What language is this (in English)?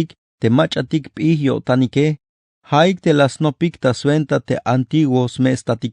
Tzeltal